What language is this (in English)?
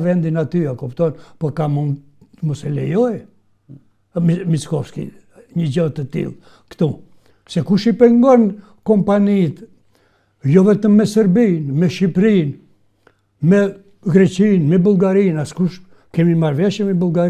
Albanian